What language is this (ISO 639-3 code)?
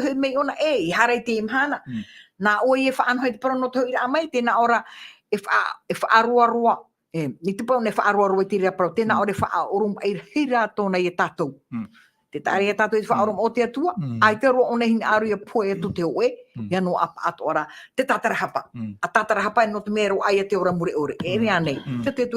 tah